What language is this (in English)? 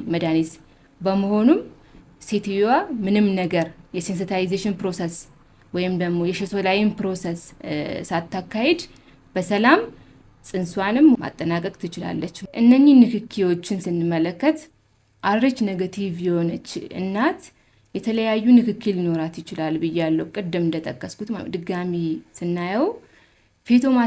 Amharic